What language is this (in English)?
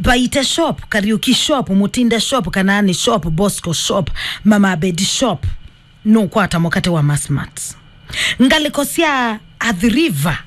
Kamba